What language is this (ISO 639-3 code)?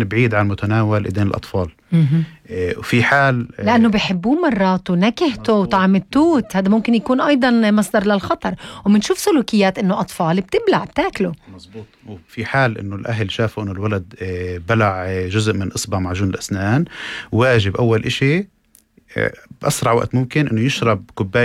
apc